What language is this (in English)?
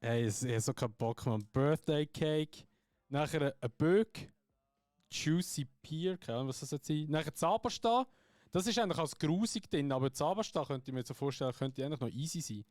Swiss German